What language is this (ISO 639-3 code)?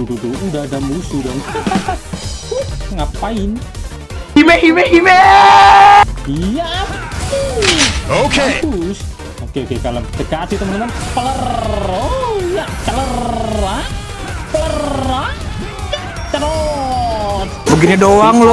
ind